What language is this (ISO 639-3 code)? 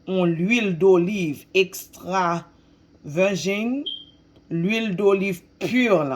hat